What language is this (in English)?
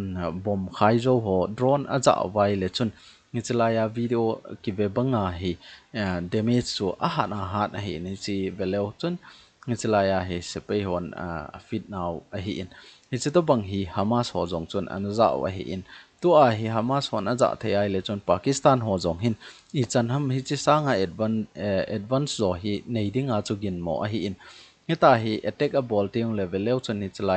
Thado Chin